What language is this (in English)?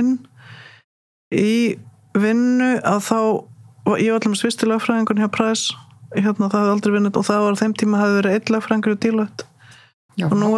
Icelandic